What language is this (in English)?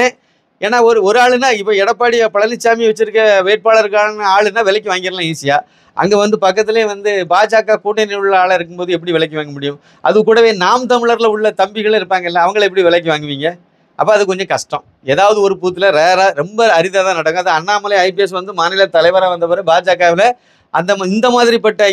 Tamil